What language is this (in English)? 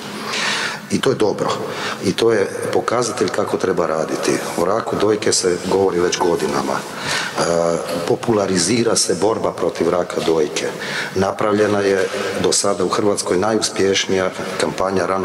Croatian